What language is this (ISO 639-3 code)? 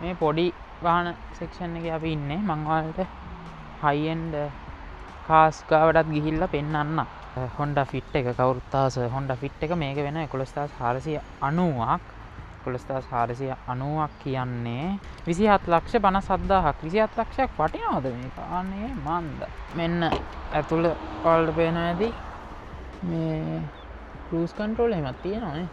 sin